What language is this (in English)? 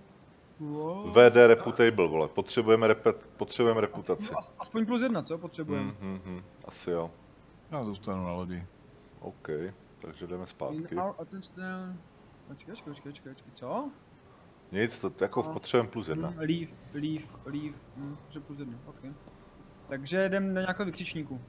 Czech